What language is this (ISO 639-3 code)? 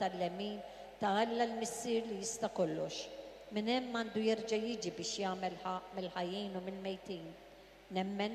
mlt